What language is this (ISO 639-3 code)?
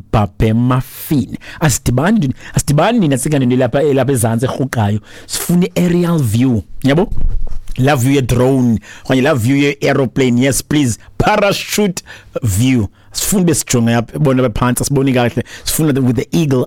xho